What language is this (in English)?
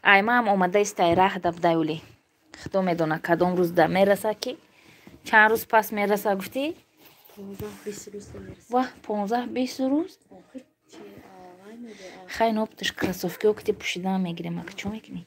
Tajik